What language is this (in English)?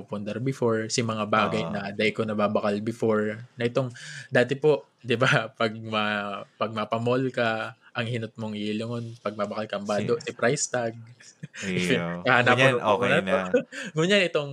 Bikol